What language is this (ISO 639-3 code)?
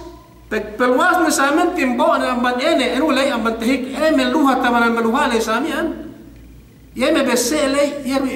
yka